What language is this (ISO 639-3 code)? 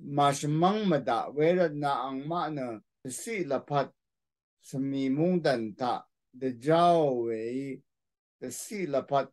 raw